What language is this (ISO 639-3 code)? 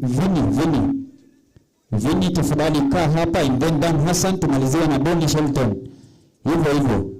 guz